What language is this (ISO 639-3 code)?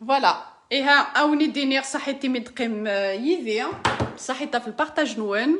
kab